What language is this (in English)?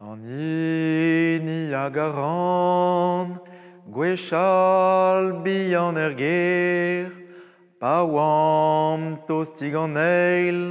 Breton